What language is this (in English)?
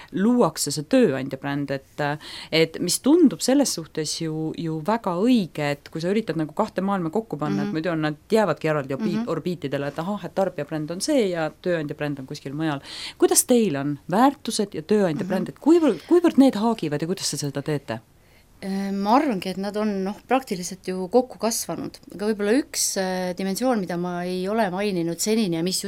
Estonian